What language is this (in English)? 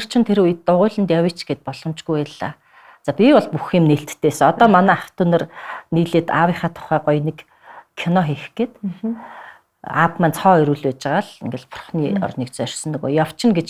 Mongolian